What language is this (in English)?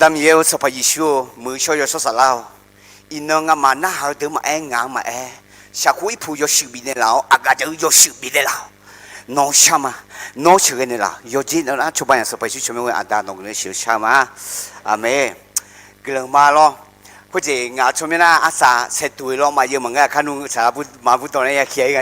Akha